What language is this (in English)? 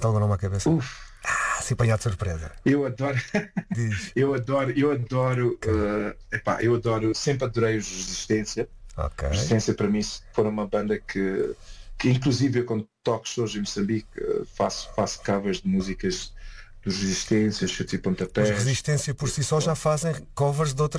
Portuguese